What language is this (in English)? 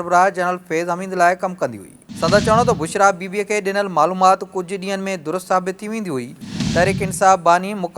Sindhi